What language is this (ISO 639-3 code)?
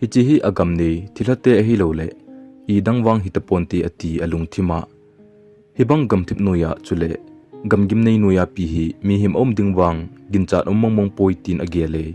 tcz